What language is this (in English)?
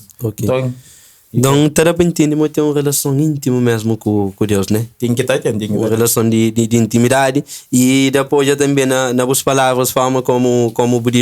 Kabuverdianu